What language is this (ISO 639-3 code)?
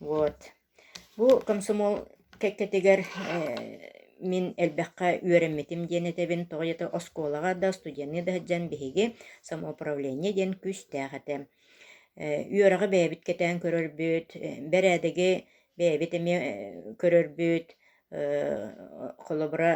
sah